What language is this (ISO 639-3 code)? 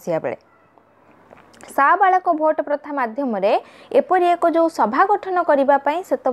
ori